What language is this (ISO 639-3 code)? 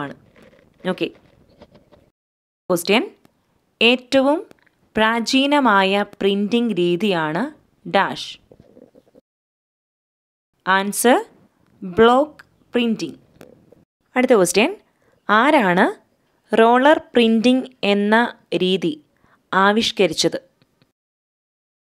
mal